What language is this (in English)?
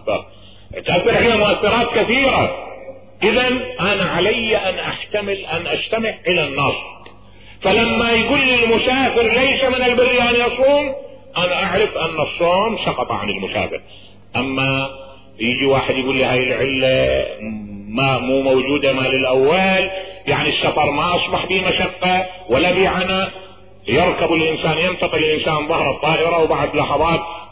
Mesopotamian Arabic